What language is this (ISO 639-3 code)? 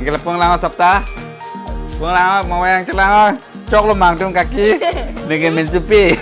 mjw